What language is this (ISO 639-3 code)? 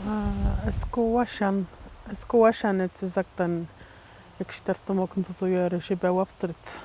atj